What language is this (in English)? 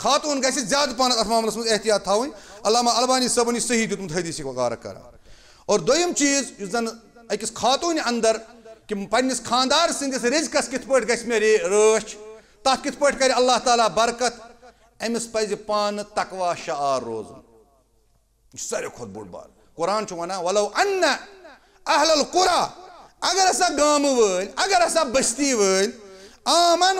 Kashmiri